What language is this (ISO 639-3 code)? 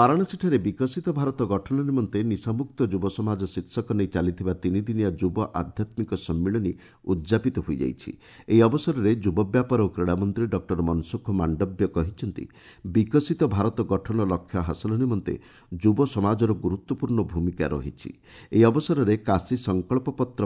ori